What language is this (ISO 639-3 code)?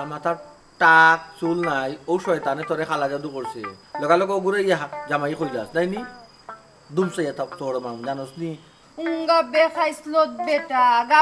syl